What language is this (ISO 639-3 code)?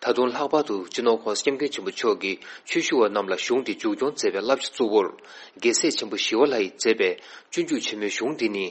bod